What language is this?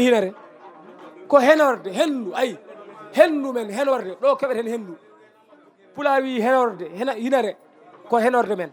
Fula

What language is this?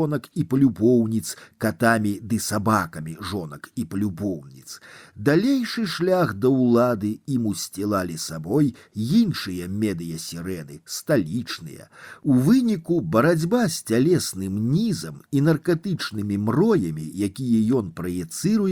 Belarusian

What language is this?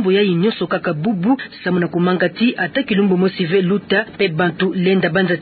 Kituba (Democratic Republic of Congo)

